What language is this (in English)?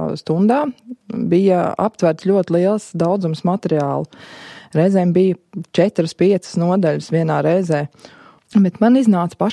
Latvian